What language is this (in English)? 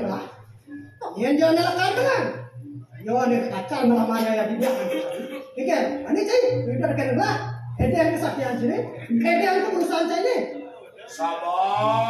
Balinese